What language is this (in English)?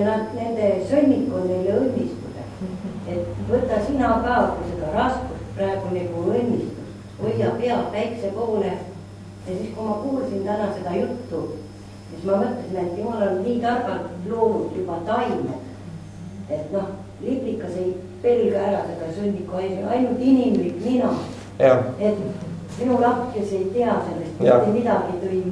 Estonian